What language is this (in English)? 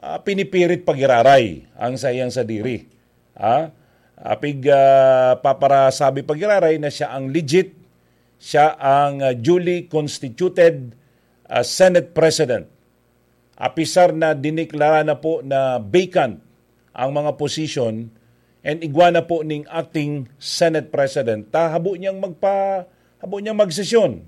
Bikol